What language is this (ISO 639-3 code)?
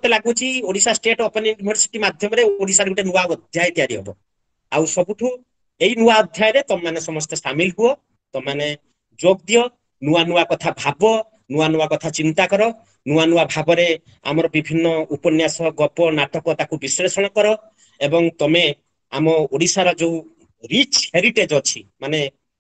ori